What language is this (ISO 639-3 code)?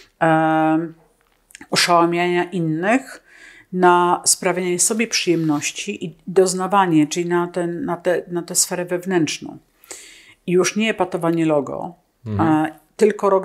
pol